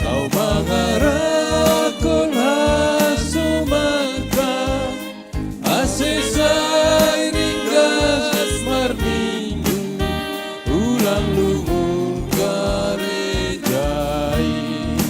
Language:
Batak Simalungun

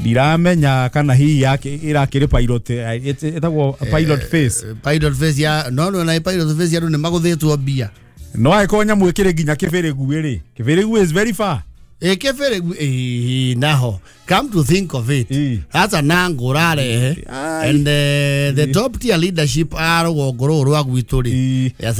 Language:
Kikuyu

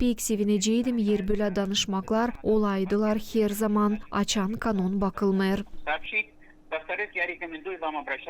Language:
Gagauz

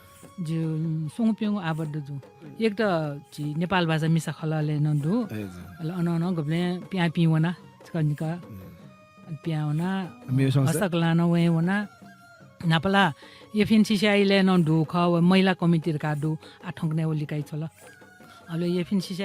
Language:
Newari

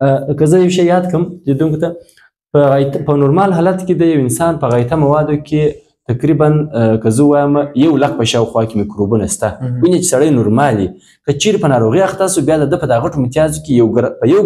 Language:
Pashto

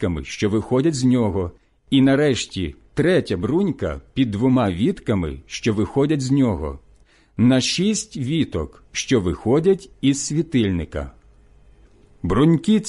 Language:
Ukrainian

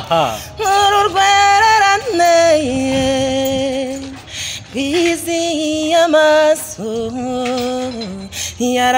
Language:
Kinyarwanda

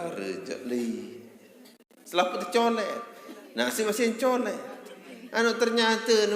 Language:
Sasak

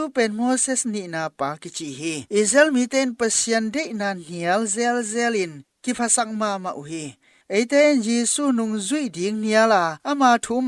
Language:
Tedim Chin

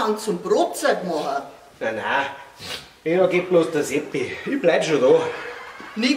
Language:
Bavarian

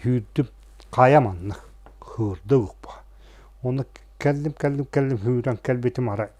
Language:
Yakut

